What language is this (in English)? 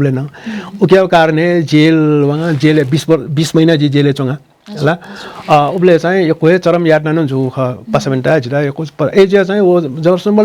Newari